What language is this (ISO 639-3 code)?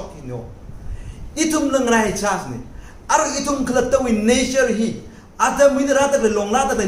nmf